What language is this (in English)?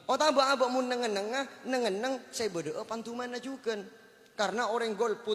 Madurese